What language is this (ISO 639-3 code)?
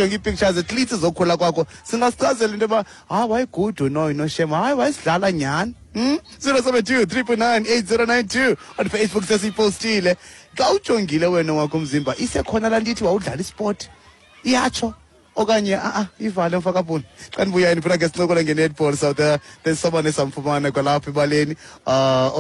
xho